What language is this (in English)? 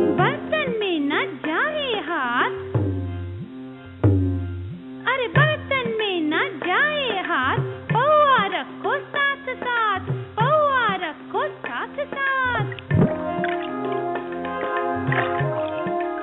Hindi